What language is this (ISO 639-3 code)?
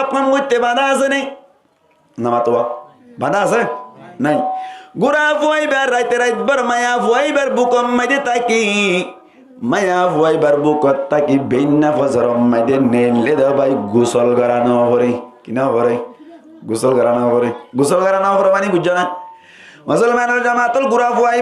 rhg